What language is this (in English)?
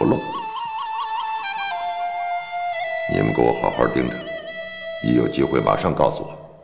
Chinese